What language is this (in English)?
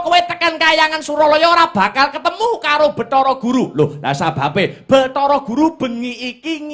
Javanese